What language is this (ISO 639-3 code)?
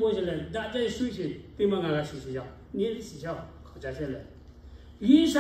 lhu